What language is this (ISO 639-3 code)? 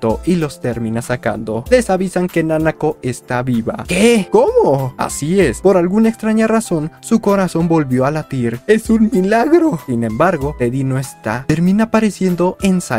spa